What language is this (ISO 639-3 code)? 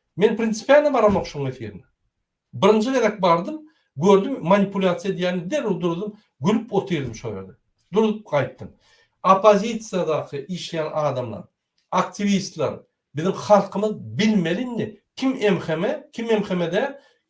tuk